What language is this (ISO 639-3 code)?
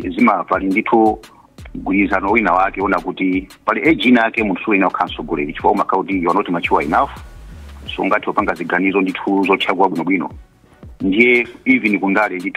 nya